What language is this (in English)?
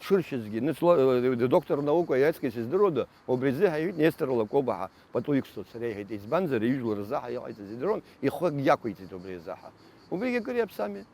Abkhazian